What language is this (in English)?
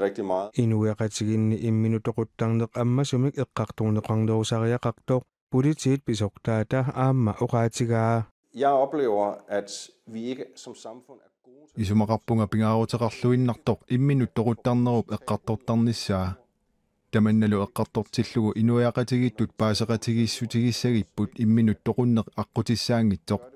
Kalaallisut